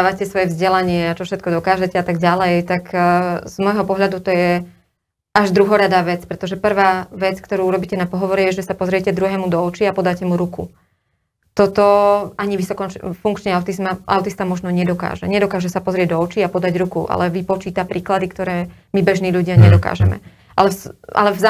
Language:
Slovak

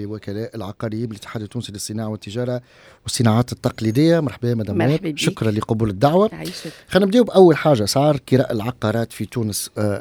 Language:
Tunisian Arabic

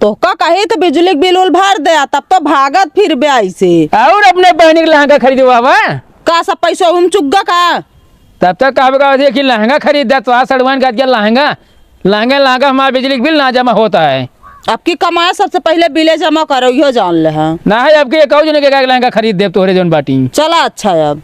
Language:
Awadhi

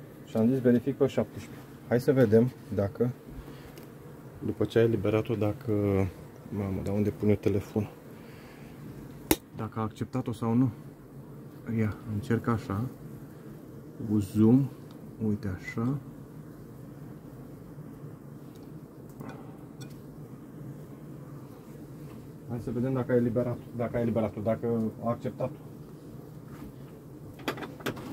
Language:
Romanian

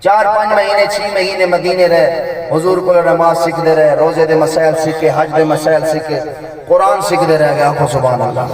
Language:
Saraiki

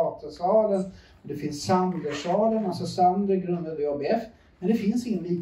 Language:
Swedish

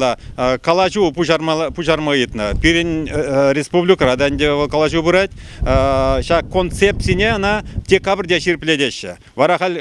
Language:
Chuvash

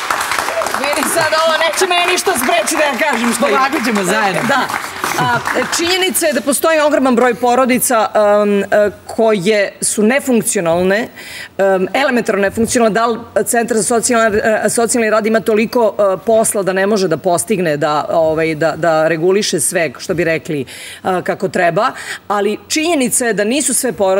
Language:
Serbian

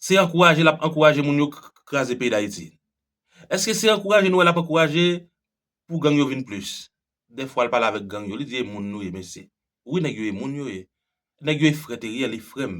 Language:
Haitian Creole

